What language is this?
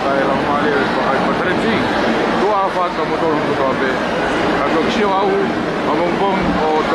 Tongan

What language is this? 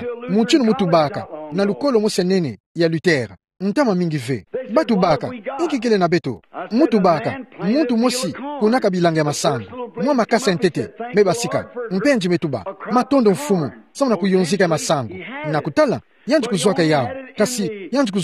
Kituba (Democratic Republic of Congo)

